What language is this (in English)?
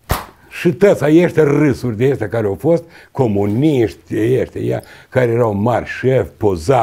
Romanian